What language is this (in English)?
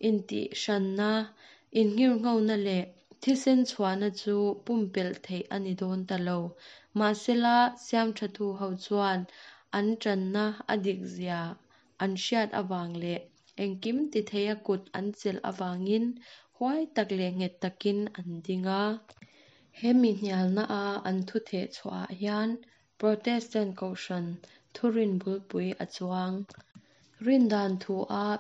Mizo